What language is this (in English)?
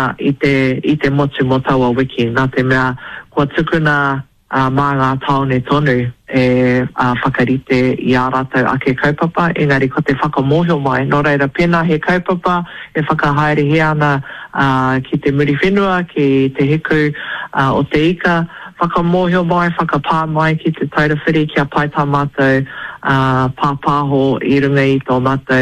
Māori